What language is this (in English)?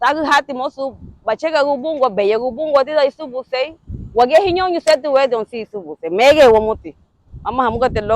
Garifuna